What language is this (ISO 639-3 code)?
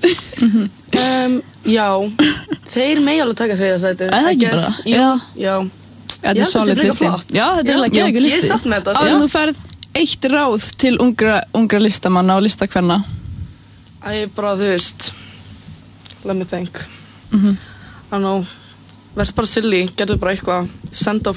isl